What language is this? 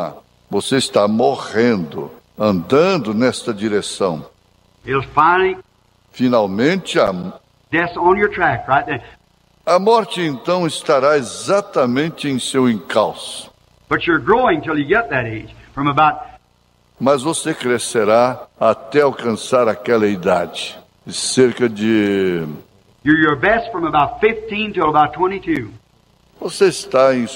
Portuguese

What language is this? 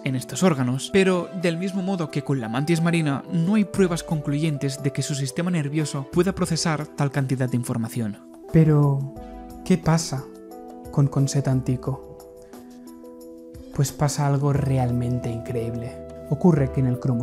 Spanish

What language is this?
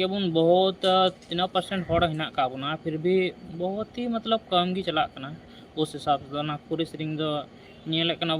Santali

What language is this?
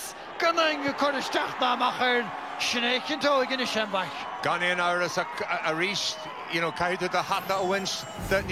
Irish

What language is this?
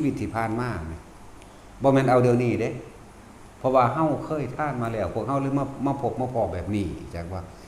Northeastern Thai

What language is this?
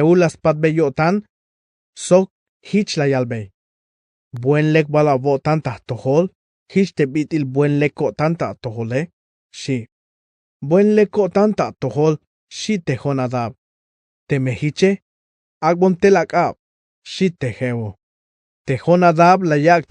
Tzeltal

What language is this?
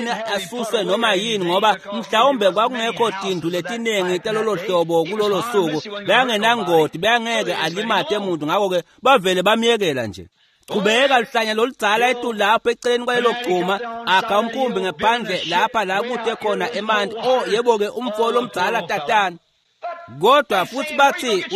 Swati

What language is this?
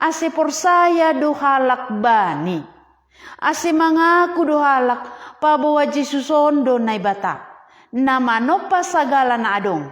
Batak Simalungun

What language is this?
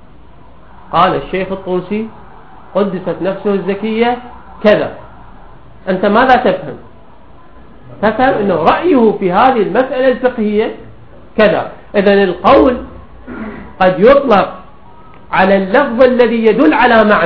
Arabic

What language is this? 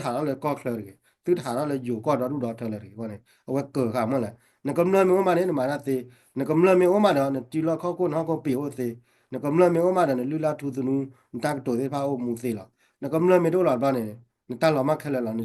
S'gaw Karen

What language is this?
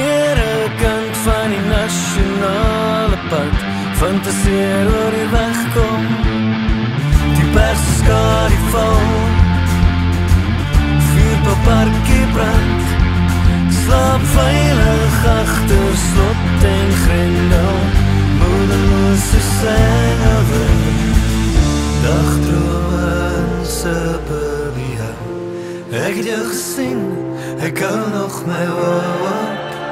Afrikaans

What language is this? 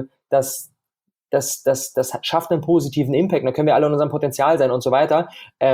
German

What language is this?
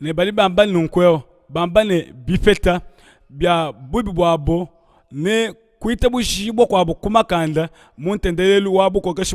Luba-Lulua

